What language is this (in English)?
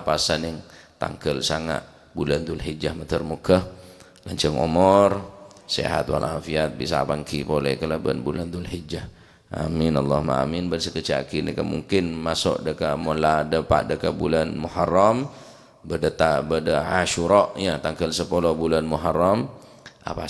Madurese